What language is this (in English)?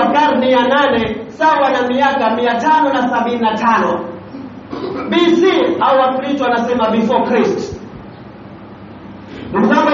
Swahili